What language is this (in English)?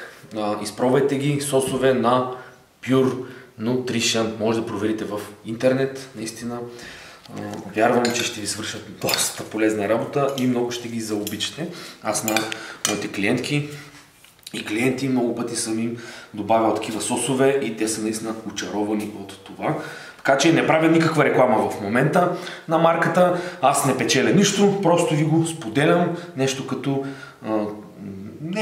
Bulgarian